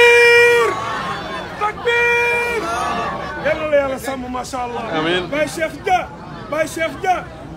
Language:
Wolof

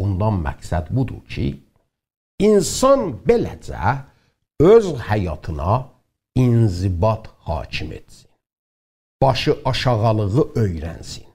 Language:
South Azerbaijani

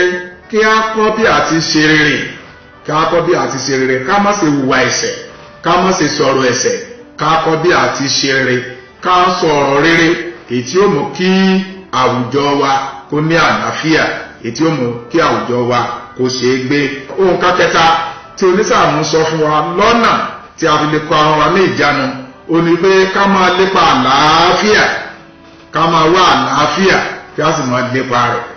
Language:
Yoruba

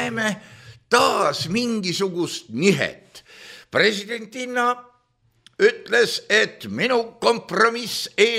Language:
Estonian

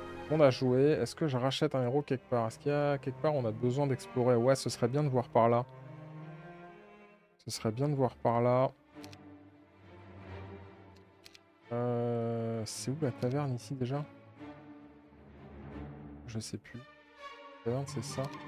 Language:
French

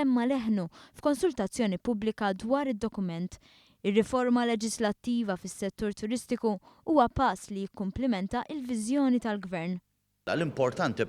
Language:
Maltese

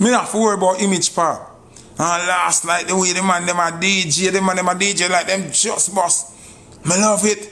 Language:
Jamaican Creole English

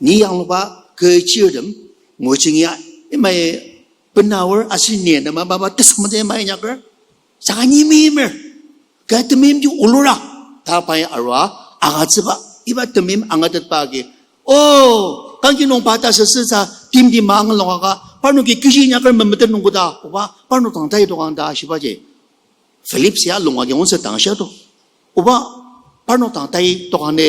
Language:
Ao Naga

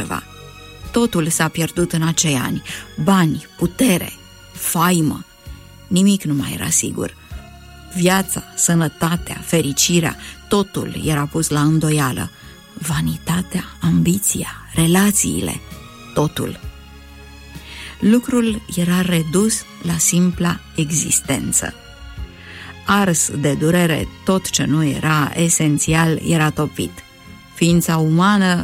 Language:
Romanian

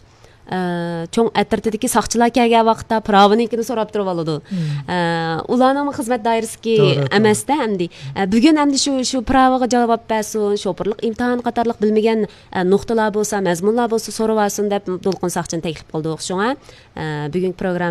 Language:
Uyghur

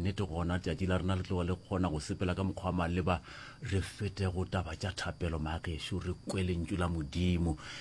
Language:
Northern Sotho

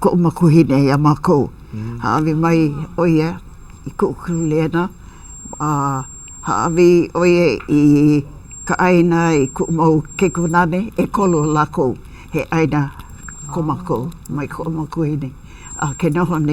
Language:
Hawaiian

